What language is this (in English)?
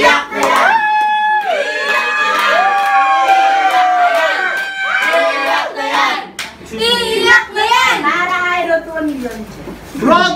Filipino